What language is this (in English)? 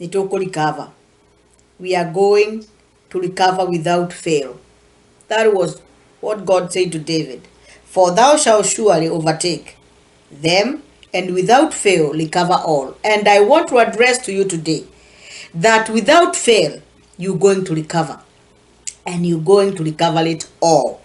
Kikuyu